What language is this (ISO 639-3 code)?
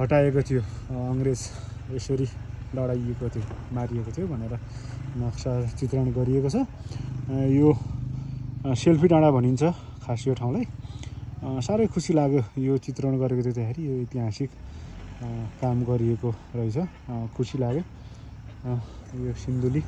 nep